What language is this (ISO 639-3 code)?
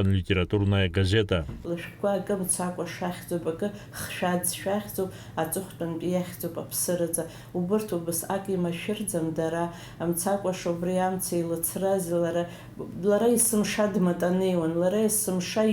abk